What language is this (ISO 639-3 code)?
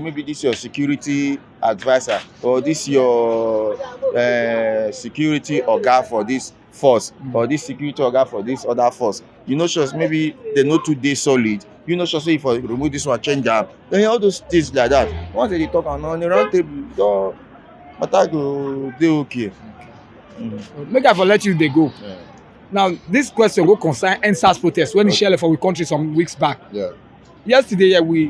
pcm